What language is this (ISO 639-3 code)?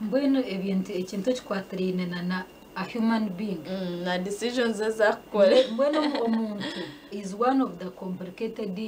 nyn